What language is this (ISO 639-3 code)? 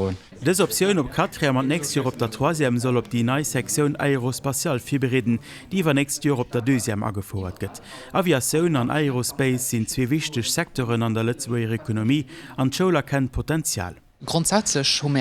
ltz